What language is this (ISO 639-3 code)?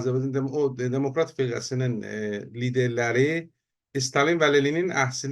azb